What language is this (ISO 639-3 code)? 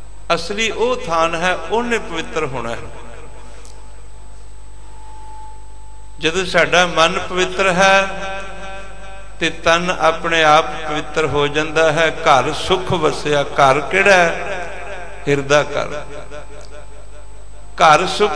pan